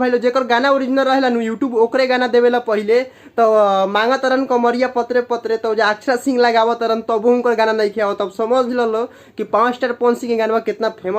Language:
Bhojpuri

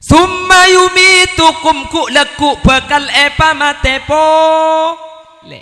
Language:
Madurese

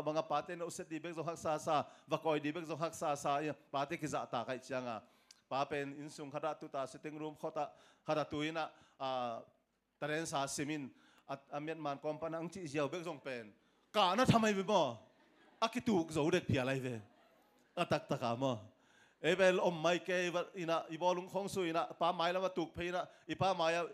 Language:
Tedim Chin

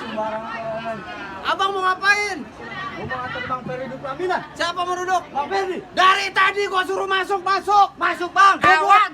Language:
Betawi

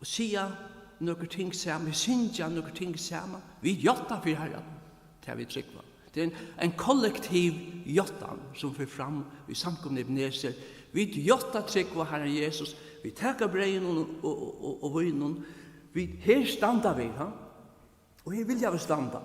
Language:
Faroese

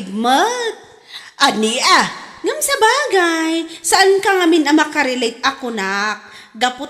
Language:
Iloko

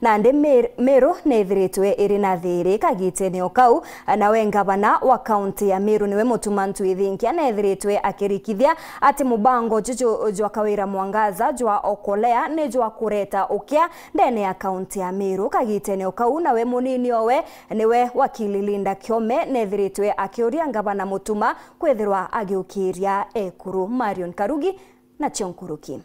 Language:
Meru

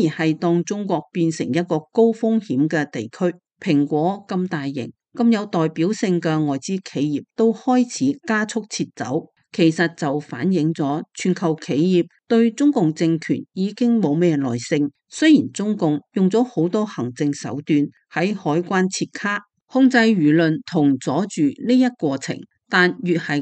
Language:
Cantonese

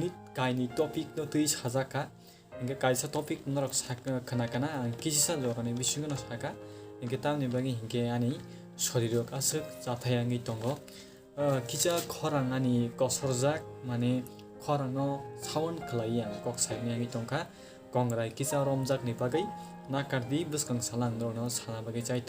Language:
Kok Borok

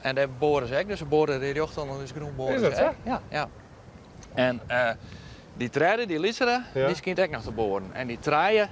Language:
Western Frisian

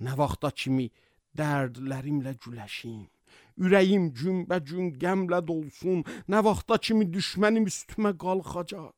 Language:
Azerbaijani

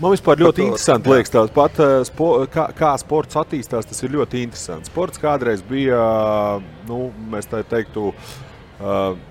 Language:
Latvian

